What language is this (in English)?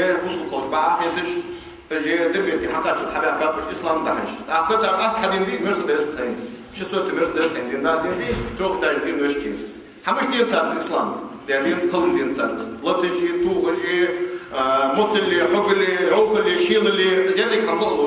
Ingush